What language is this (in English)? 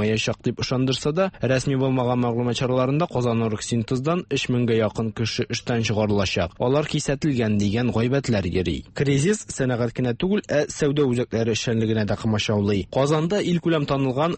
Tatar